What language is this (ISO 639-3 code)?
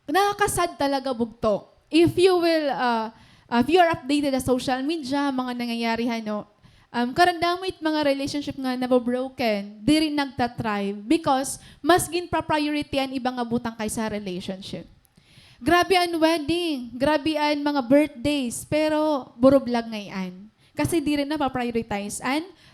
war